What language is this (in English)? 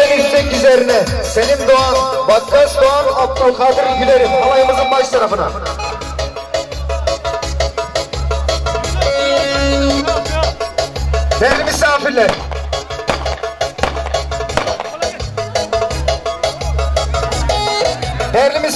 Turkish